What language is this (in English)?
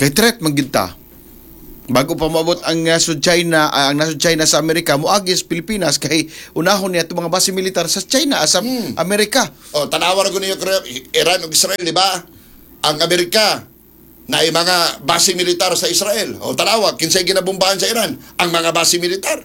Cebuano